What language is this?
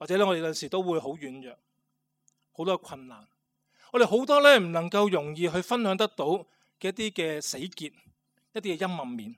Cantonese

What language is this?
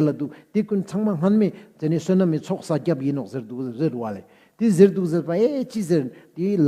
Ladakhi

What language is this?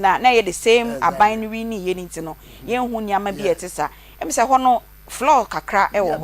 Akan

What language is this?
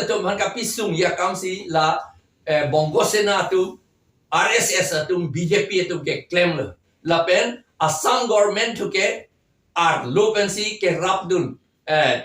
Karbi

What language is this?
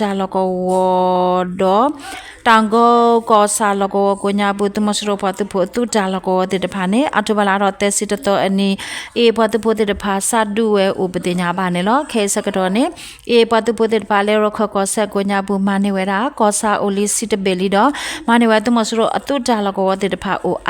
S'gaw Karen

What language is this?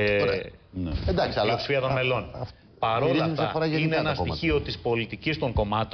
Greek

